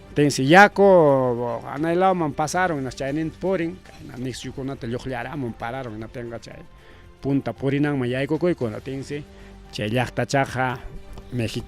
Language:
Ayacucho Quechua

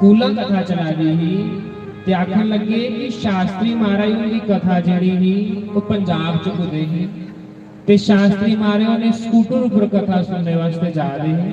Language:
Dogri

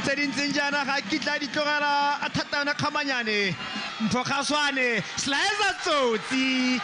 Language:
Tswana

